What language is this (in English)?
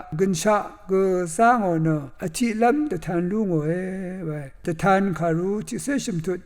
Rawang